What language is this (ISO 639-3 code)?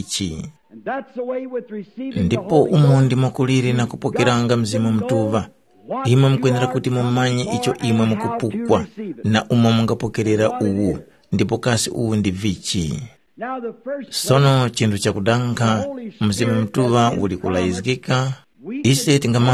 tum